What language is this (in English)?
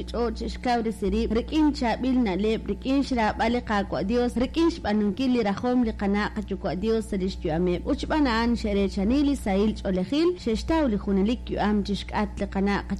Kekchí